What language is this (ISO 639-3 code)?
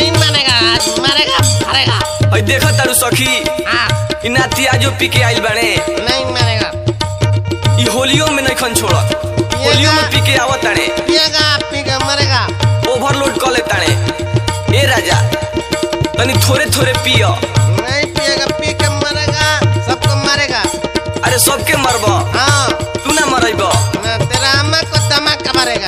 bho